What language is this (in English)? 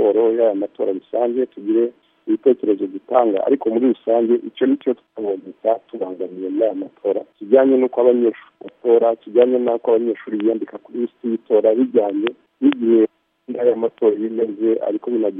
Kinyarwanda